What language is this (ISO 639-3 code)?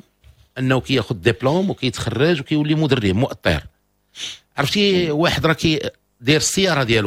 ary